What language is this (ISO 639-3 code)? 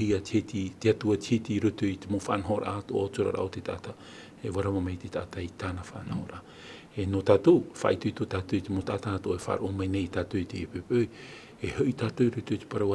tah